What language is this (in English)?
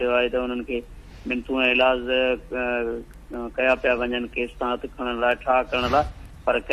Sindhi